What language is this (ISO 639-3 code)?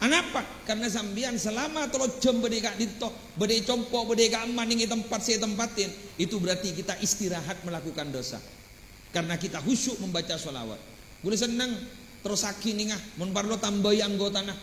mad